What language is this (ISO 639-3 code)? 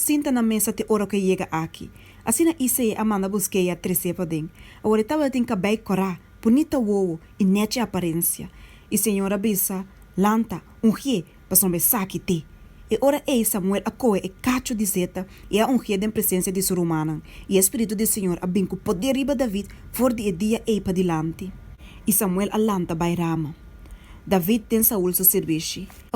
pap